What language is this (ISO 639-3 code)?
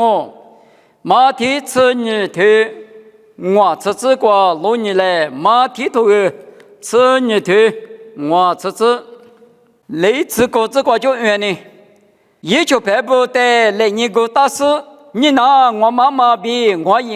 lis